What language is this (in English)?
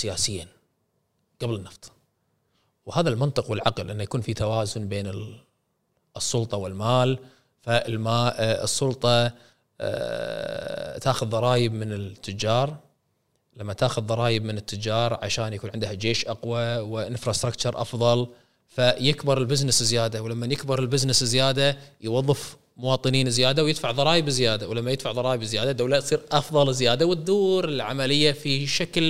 Gulf Arabic